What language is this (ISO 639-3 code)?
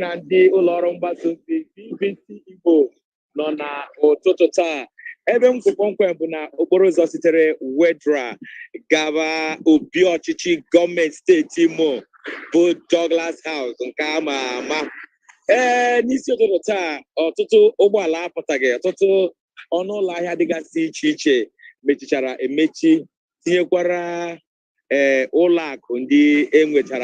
ibo